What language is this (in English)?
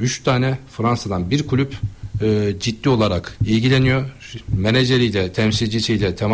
Turkish